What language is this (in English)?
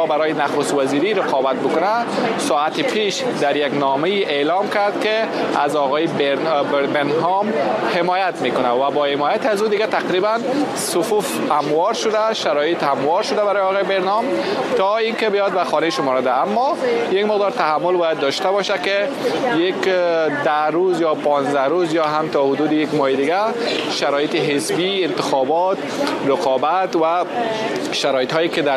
Persian